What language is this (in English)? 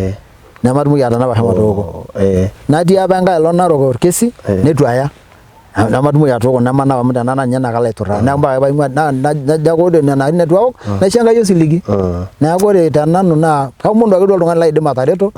Masai